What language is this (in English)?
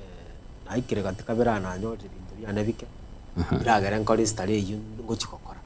Gusii